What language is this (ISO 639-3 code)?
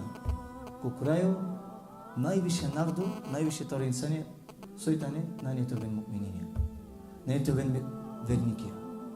rmn